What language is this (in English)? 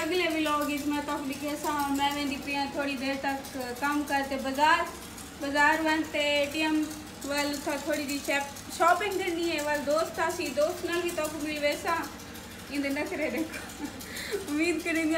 Saraiki